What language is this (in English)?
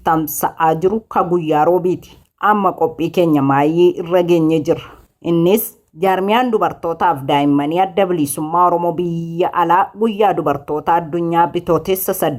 Oromo